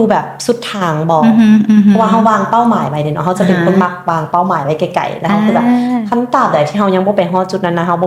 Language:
Lao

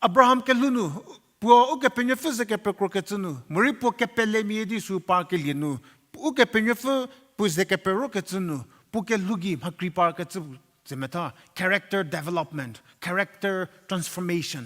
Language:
Angami Naga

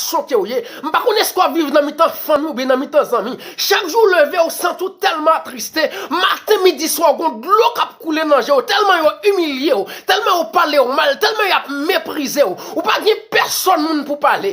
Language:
Haitian Creole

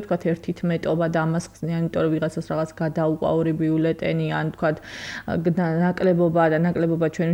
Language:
Georgian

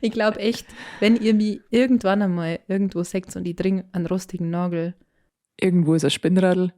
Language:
Bavarian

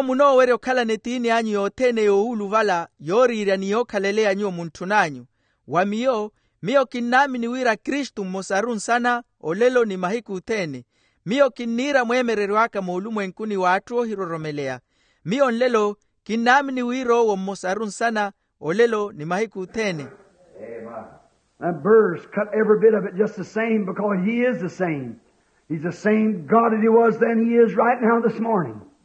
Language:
Makhuwa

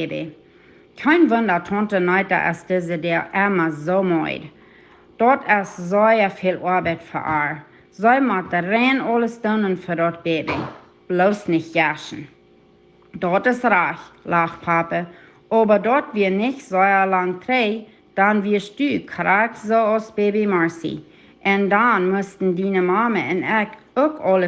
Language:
Plautdietsch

